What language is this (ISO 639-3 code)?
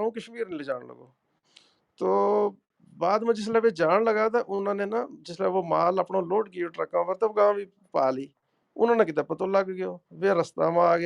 gju